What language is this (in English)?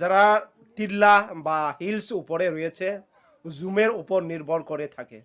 Riang (India)